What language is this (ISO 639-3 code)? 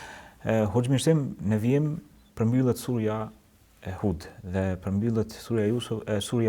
sqi